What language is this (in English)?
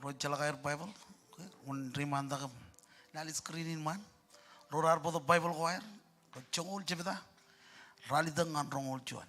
Marshallese